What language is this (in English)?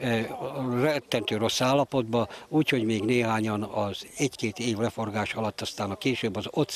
Hungarian